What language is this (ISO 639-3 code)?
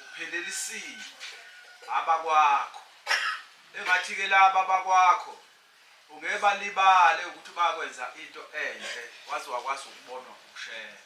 zul